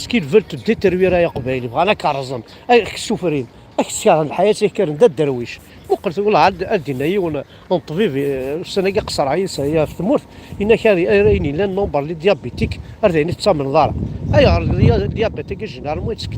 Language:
Kabyle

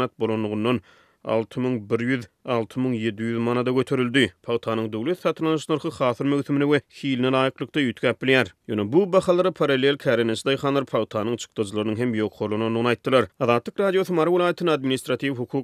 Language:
Turkmen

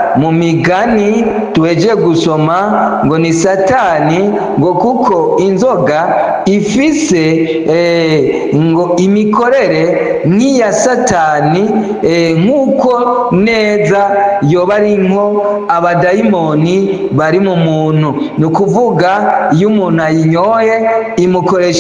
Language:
Rundi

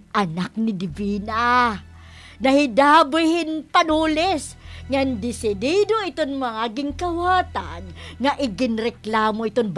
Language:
Waray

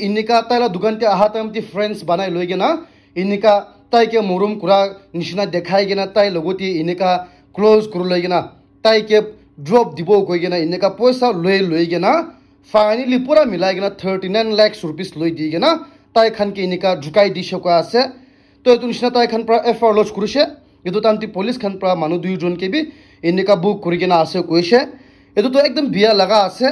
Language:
Naga Pidgin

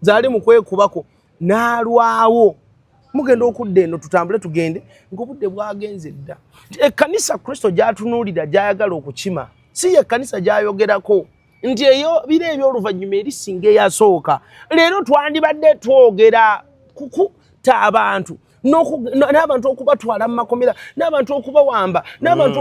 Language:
Ganda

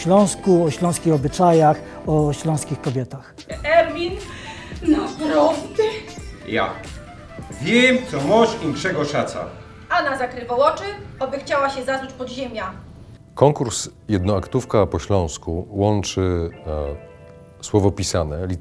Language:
Silesian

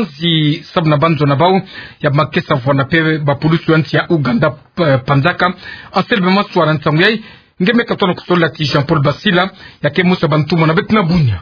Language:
Kituba (Democratic Republic of Congo)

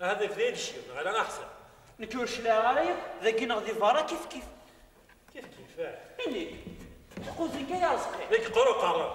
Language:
Kabyle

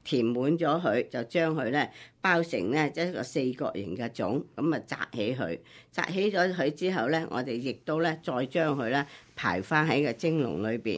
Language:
Cantonese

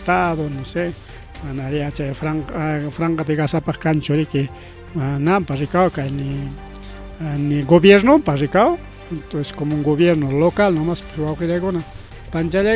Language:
Ayacucho Quechua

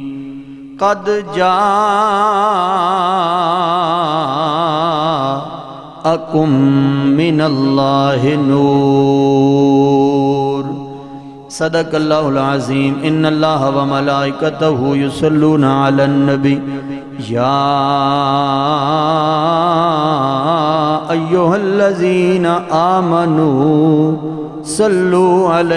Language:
Western Panjabi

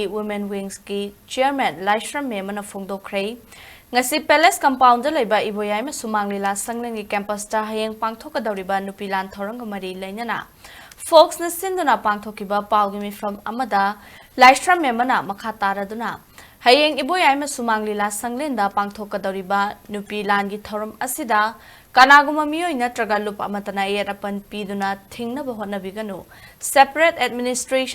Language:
Manipuri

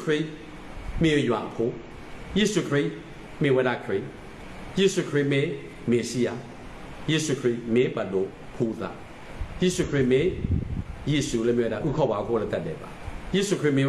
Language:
S'gaw Karen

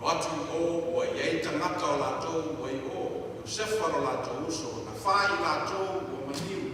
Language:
Samoan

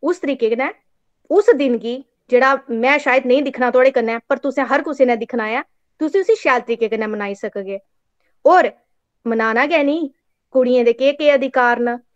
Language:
Dogri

